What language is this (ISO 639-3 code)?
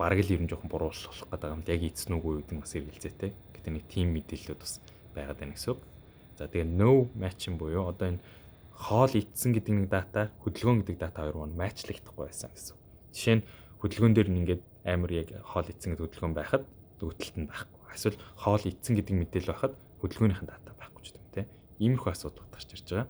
mon